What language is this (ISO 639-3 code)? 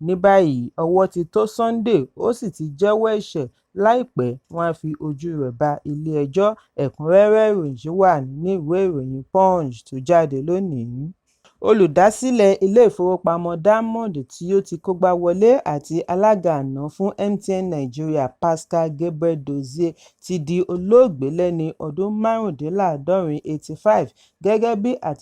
yor